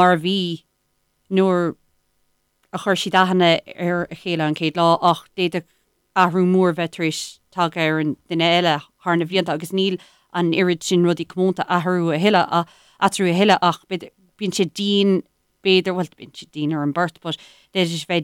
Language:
Irish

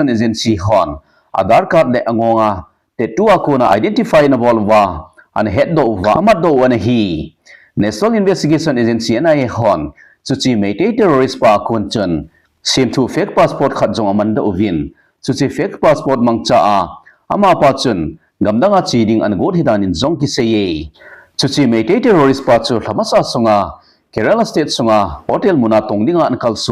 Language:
Thado Chin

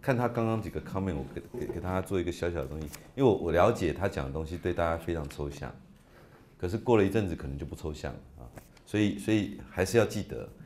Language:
Chinese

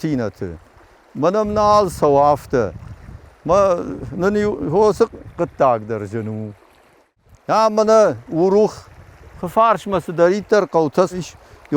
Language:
Ossetic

